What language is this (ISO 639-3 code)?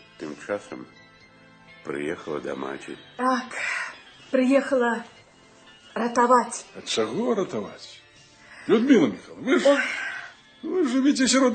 bel